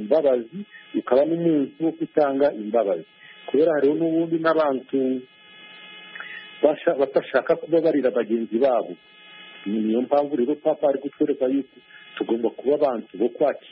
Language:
Kinyarwanda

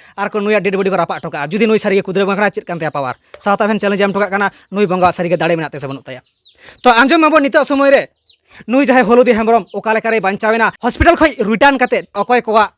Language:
Santali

